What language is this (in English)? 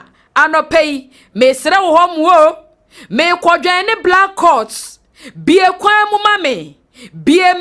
Akan